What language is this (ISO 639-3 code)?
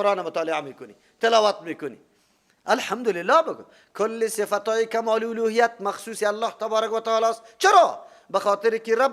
fas